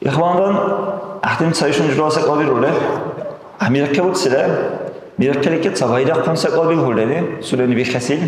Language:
Dargwa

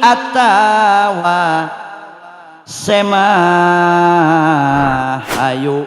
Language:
Sundanese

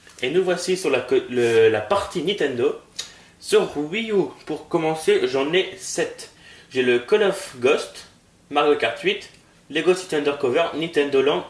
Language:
French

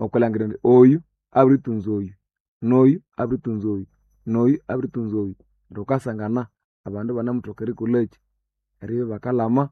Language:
Nande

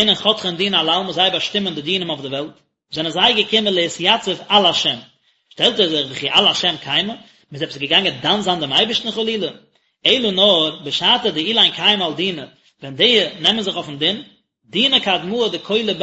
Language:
Yiddish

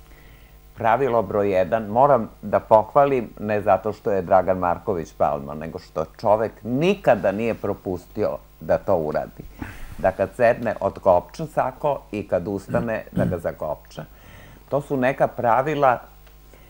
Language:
Serbian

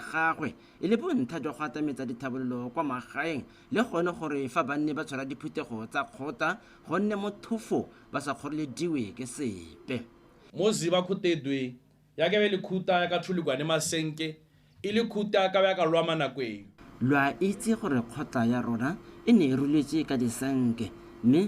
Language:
Tswana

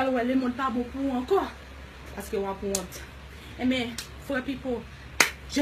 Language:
Haitian Creole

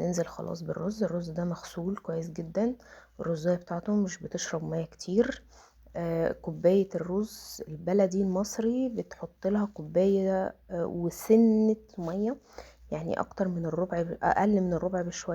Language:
Egyptian Arabic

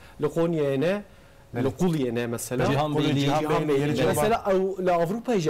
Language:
Kurdish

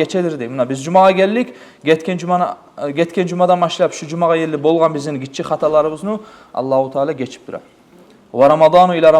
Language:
Kumyk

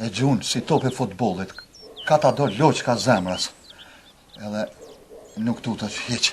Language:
Albanian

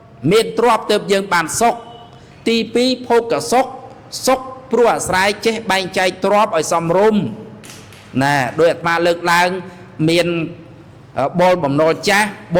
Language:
Khmer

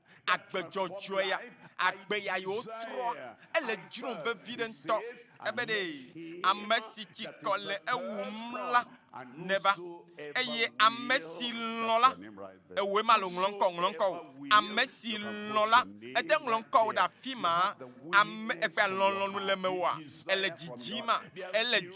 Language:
Ewe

